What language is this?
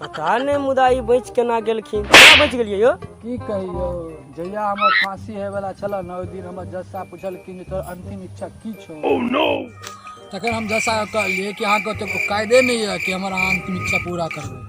Maithili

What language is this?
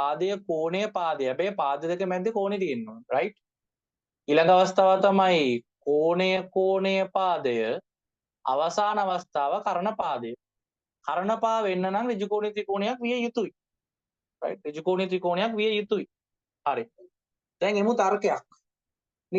Sinhala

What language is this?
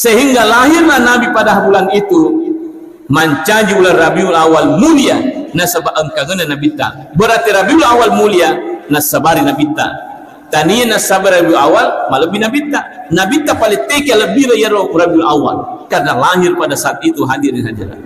Buginese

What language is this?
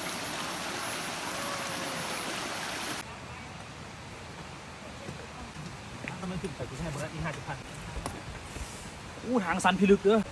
Lao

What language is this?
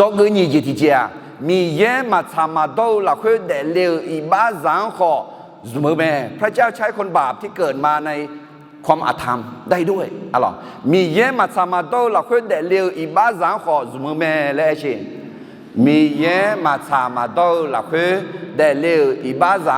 Akha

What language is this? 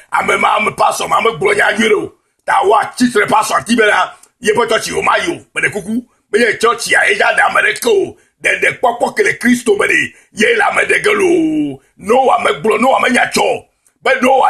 Ewe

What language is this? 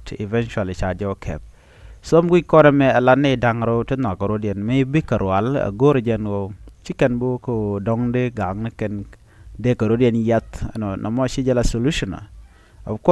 Nuer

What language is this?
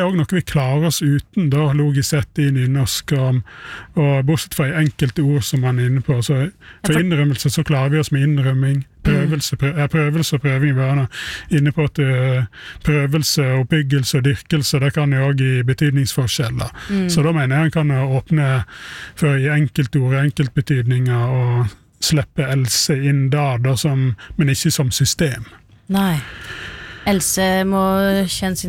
Norwegian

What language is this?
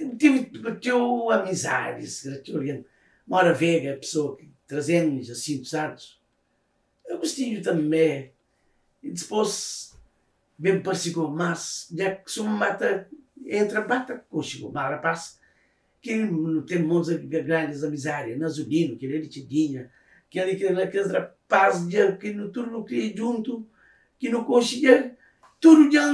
Kabuverdianu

